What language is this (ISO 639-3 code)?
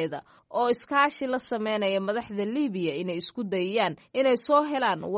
som